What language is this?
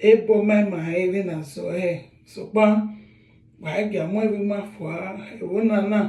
Bini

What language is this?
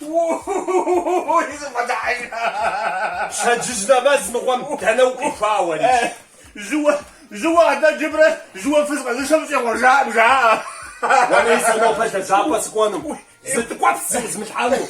Kabardian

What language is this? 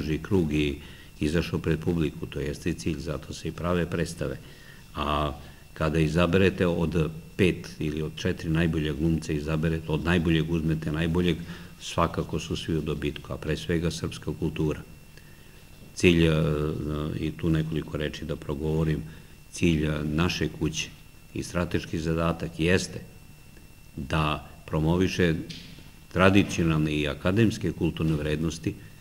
Serbian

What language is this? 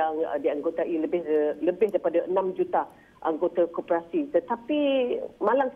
Malay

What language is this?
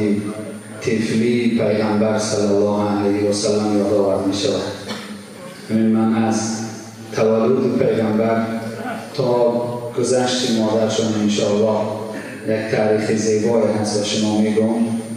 Tajik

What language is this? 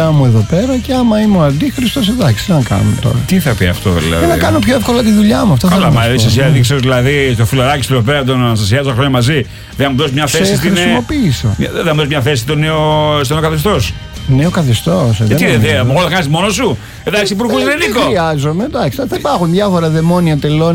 Greek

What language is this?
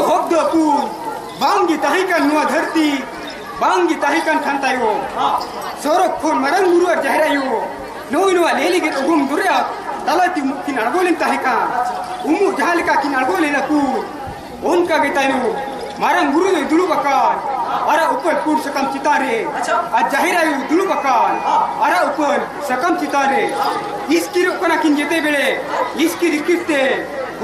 Santali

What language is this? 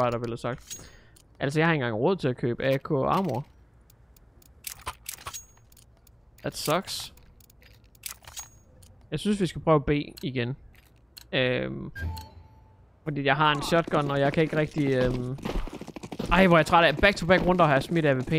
Danish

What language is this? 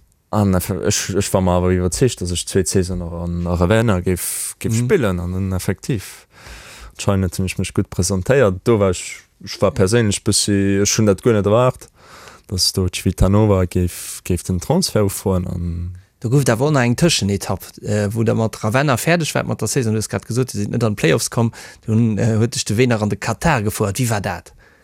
Luxembourgish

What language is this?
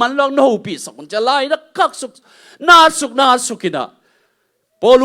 Tedim Chin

